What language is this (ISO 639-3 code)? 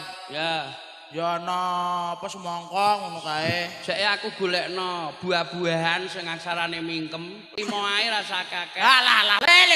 jav